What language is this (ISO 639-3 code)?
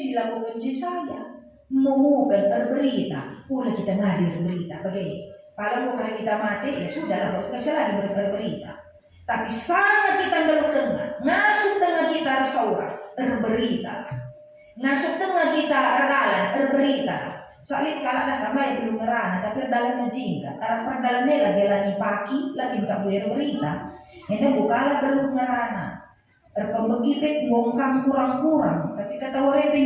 btx